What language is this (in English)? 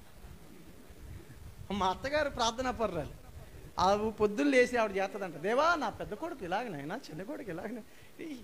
Telugu